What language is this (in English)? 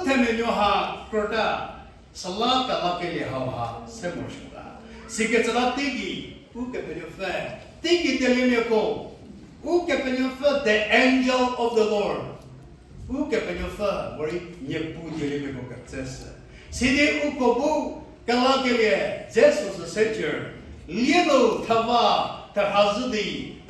Angami Naga